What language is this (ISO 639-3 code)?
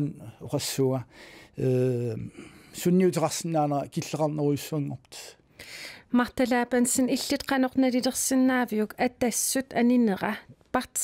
kal